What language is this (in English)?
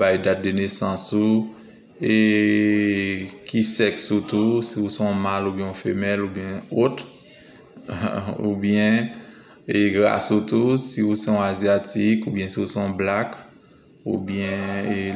Haitian Creole